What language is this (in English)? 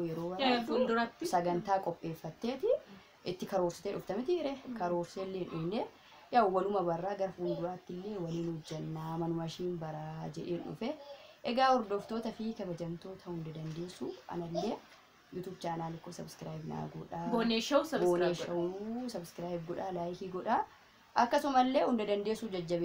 Oromo